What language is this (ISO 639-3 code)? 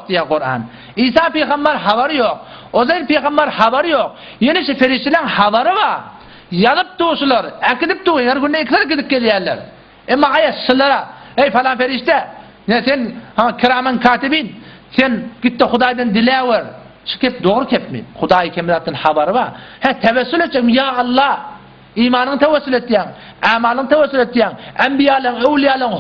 tuk